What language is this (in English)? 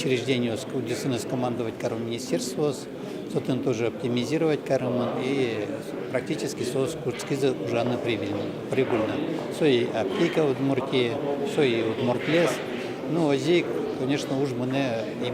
Udmurt